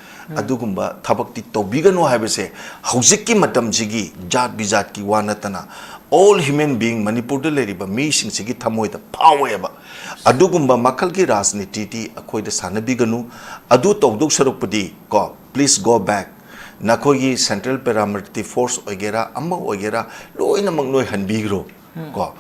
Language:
Manipuri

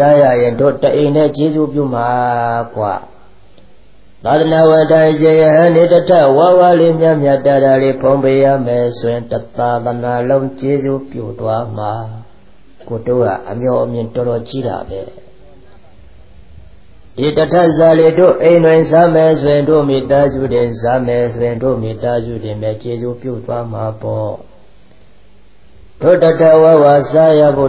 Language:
Burmese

